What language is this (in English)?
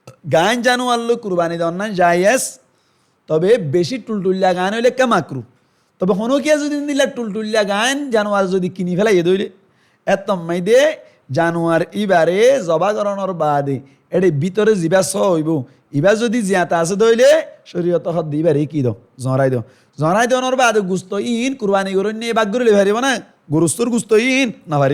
Rohingya